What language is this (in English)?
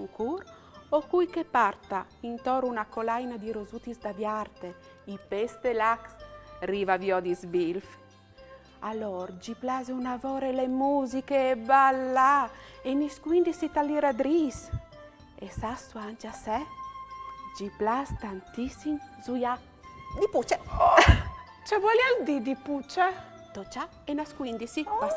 Friulian